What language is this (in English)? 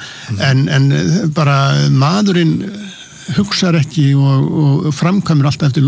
Icelandic